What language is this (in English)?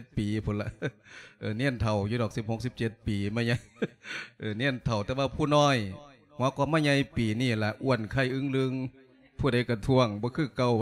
Lao